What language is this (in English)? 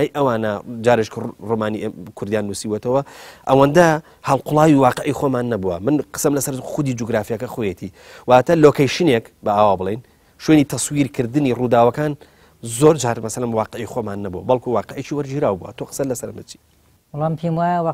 Central Kurdish